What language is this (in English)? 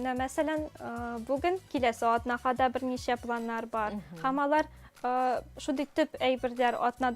Tatar